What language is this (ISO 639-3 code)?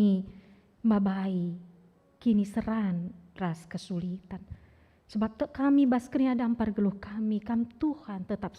btx